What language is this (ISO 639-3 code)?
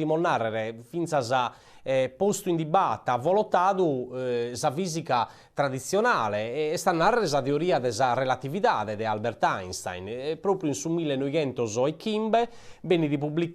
srd